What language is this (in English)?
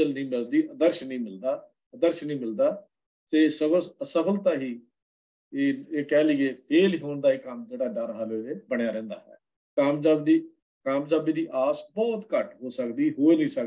Punjabi